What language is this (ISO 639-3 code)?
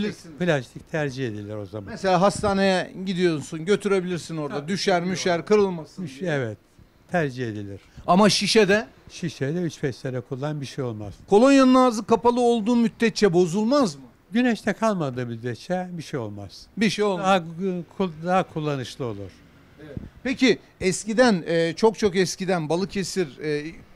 tur